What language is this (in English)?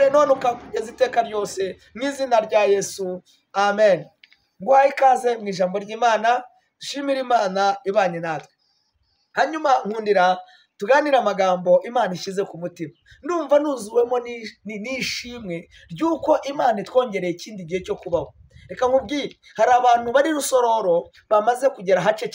Kinyarwanda